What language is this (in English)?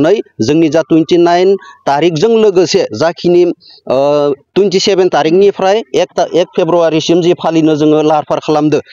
Bodo